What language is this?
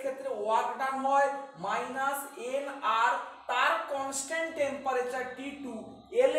Bangla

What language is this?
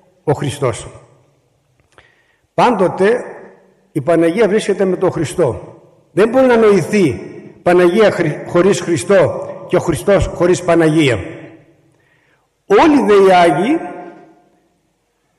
Greek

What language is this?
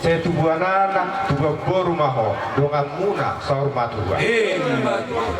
Batak Toba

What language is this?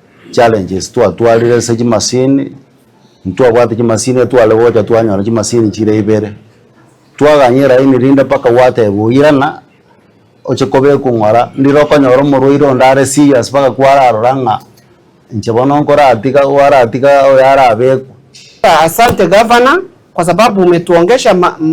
Gusii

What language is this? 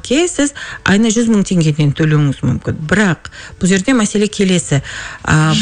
Kazakh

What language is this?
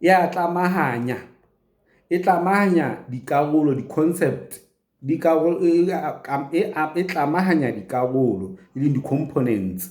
Southern Sotho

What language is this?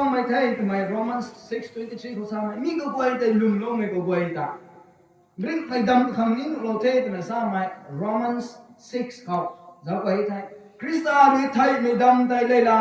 Rongmei Naga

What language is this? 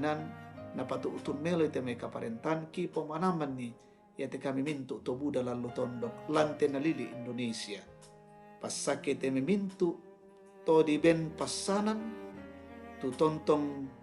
Toraja-Sa'dan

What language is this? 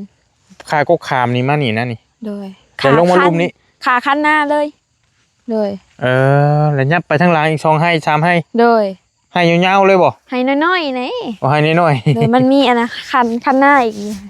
Lao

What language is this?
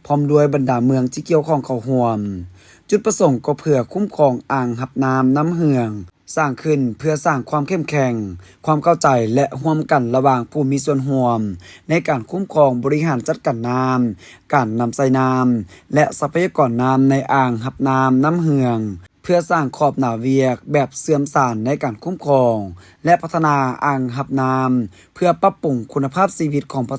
Lao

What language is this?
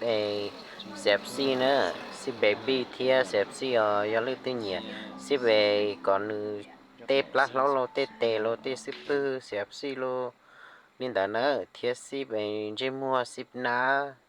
Hmong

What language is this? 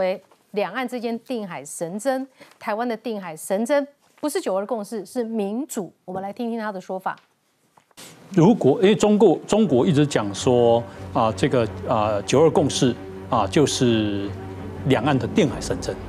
Chinese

